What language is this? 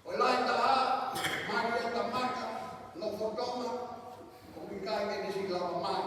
Tongan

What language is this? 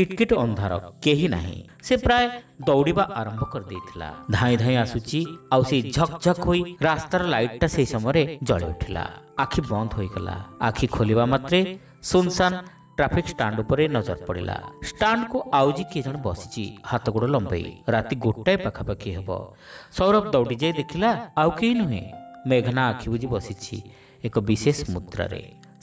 Odia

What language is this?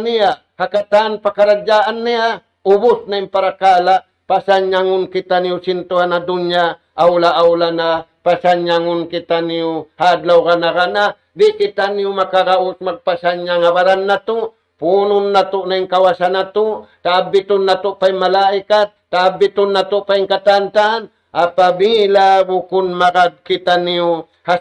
Tausug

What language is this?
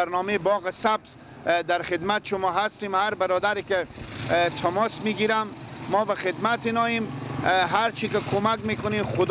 Persian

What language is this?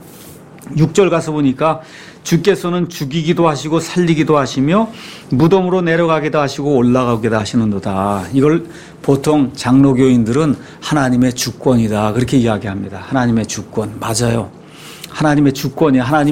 Korean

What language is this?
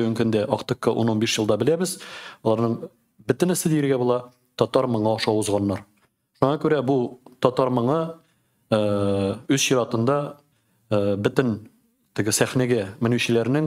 Tatar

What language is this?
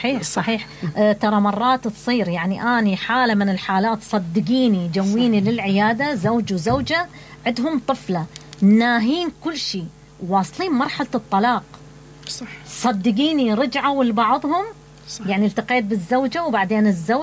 Mesopotamian Arabic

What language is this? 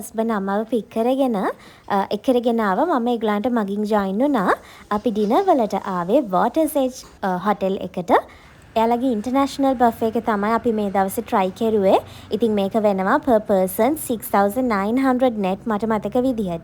Sinhala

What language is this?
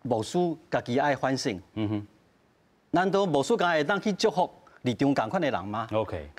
Min Nan Chinese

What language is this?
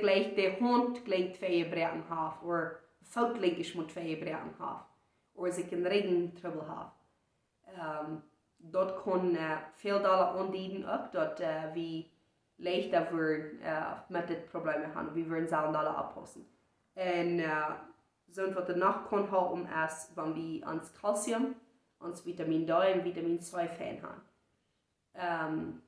Plautdietsch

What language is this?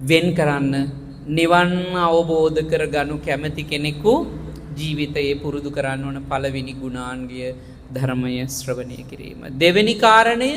Sinhala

